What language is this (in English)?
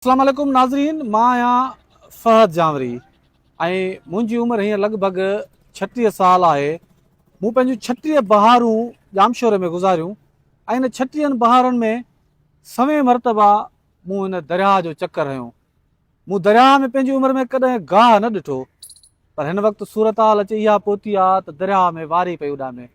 Sindhi